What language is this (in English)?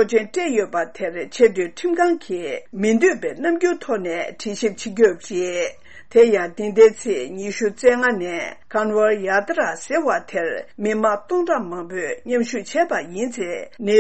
Tibetan